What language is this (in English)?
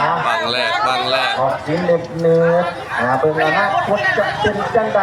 Northeastern Thai